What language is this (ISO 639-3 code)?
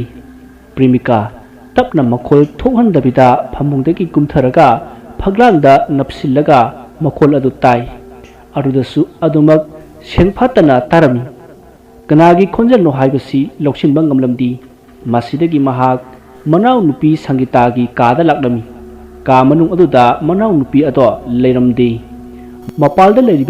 mni